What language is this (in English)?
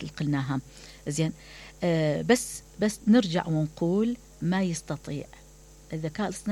Mesopotamian Arabic